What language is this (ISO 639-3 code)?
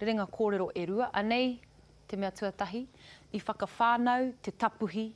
mri